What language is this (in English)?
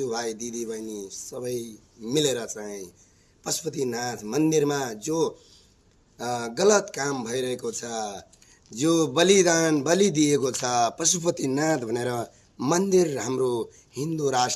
Nepali